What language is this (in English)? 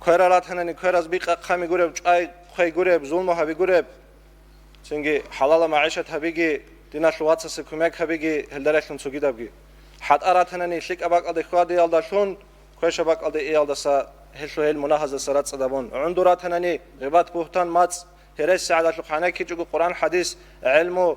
Avaric